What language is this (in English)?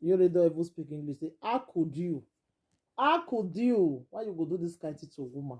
Nigerian Pidgin